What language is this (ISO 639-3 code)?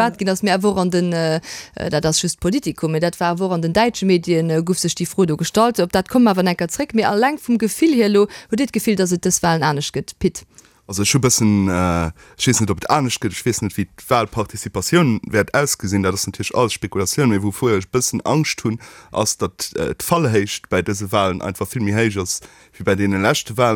ltz